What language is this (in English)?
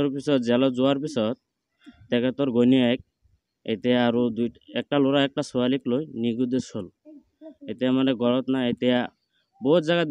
Assamese